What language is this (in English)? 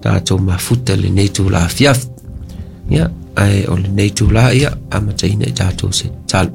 Samoan